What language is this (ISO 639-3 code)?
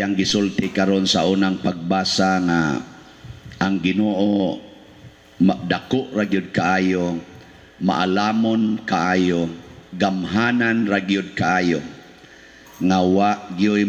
ceb